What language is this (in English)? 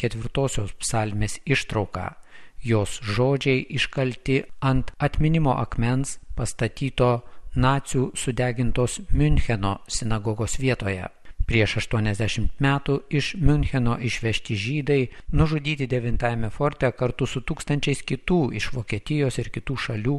Lithuanian